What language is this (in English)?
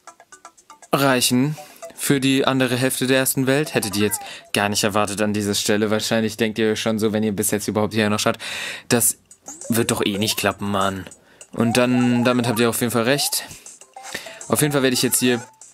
German